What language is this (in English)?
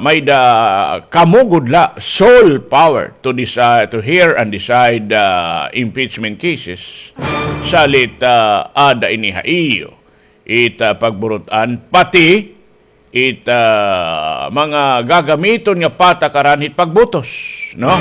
Waray